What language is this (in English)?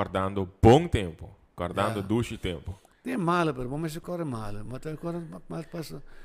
Papiamento